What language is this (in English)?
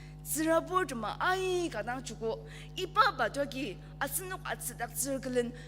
Ao Naga